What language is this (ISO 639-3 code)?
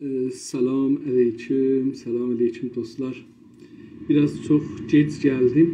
azb